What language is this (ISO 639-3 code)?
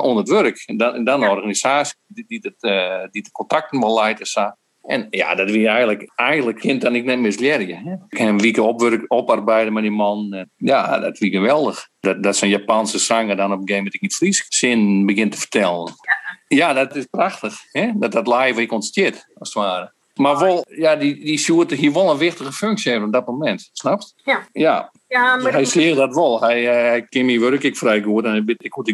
fry